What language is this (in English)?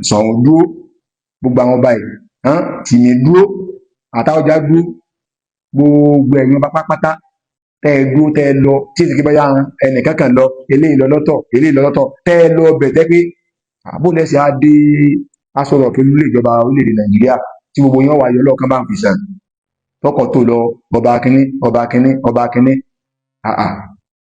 Yoruba